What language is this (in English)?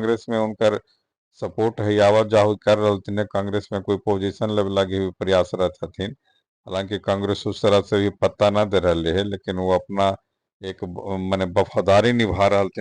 Magahi